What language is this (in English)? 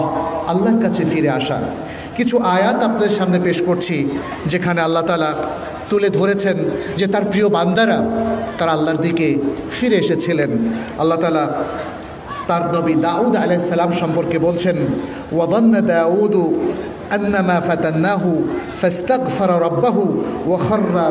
Bangla